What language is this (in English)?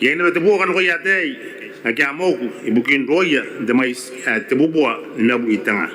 Gilbertese